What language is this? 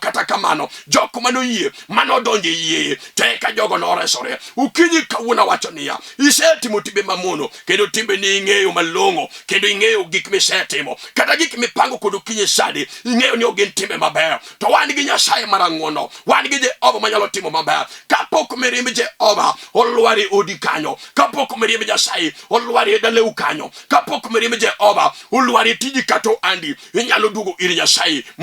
Luo (Kenya and Tanzania)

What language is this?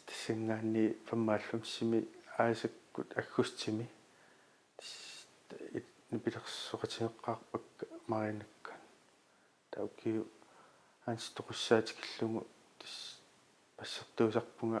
Kalaallisut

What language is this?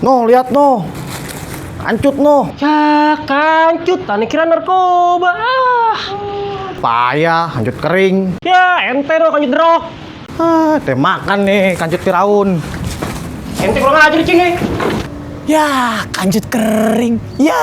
Betawi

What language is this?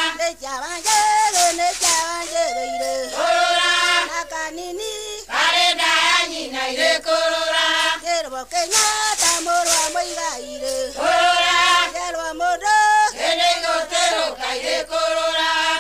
Kikuyu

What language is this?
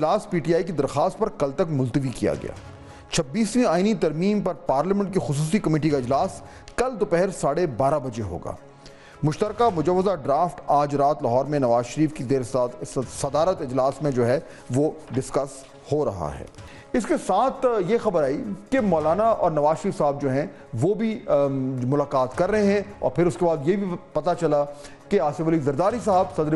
Urdu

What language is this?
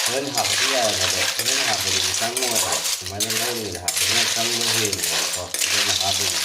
Manipuri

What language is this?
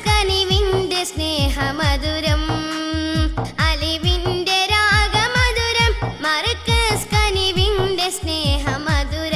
Malayalam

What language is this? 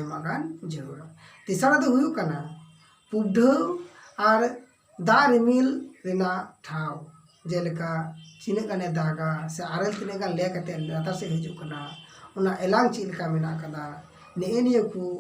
Santali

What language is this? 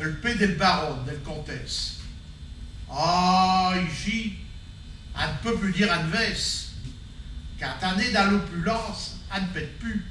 Picard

